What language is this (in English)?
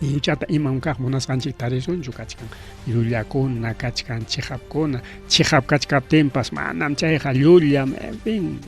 Ayacucho Quechua